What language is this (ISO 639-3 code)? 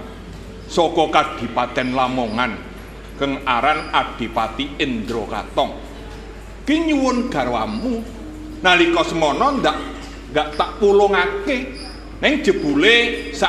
jav